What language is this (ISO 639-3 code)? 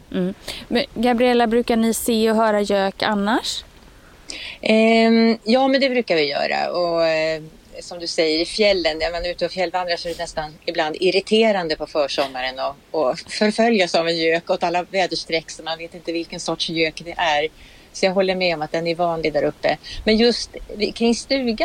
swe